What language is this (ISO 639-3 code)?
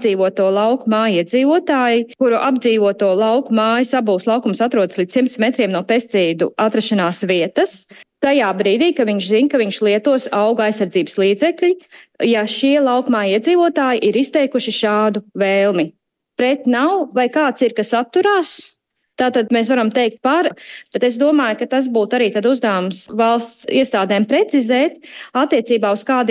lav